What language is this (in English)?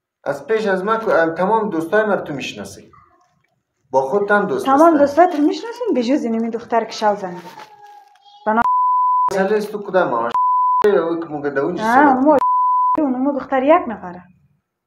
Persian